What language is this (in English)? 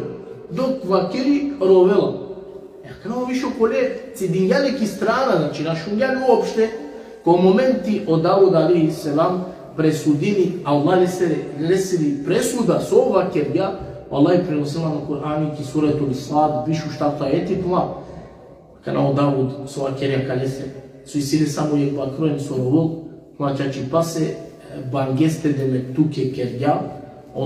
Balkan Romani